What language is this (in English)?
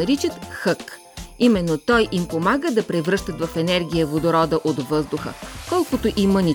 Bulgarian